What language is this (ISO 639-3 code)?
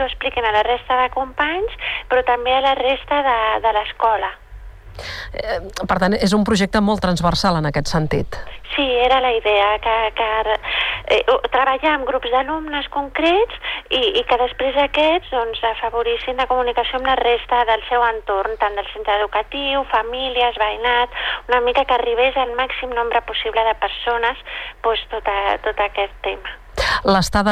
cat